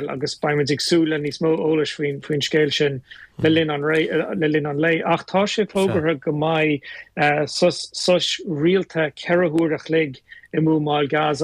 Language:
Irish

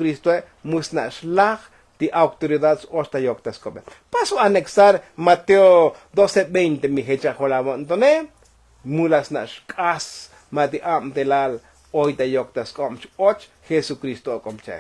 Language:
Tzotzil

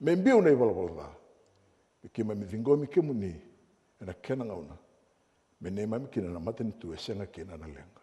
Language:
Fijian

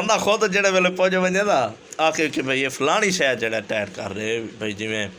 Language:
Saraiki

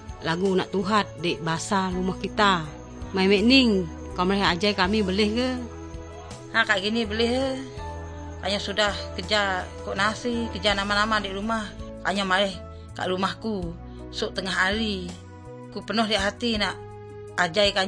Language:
Malay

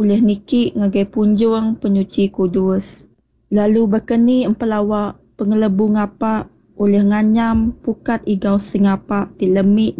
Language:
Iban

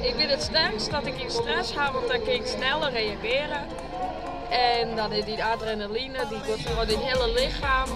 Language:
Western Frisian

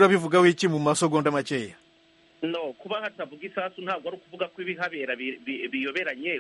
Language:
Kinyarwanda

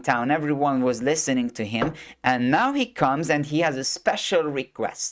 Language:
English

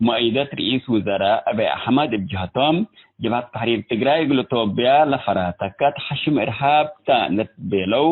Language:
Tigre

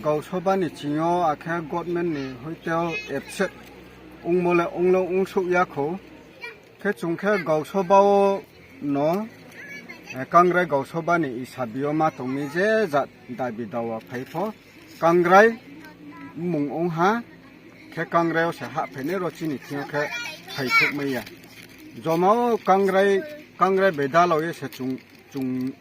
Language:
Riang (India)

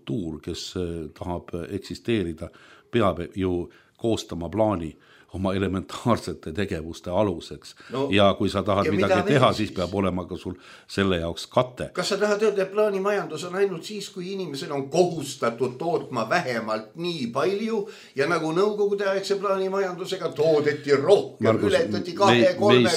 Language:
Estonian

